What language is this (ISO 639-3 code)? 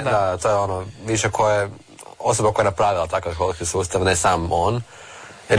hrv